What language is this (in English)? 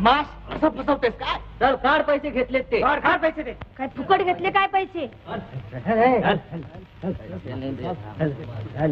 Marathi